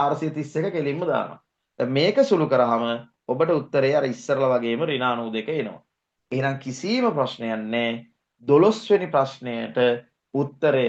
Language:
Sinhala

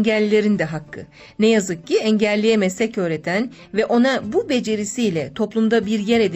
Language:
Turkish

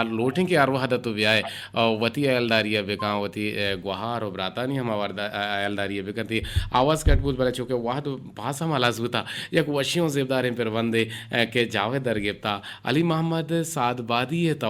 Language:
Eastern Balochi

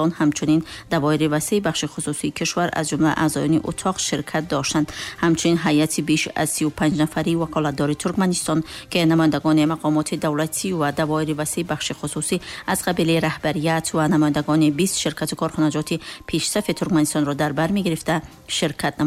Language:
Tajik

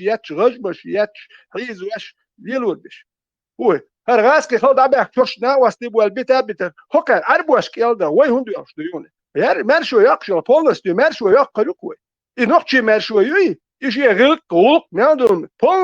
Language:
Chechen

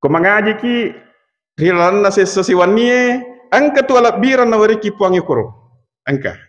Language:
Buginese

